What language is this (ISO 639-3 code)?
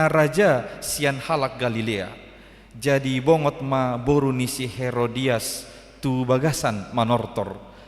bbc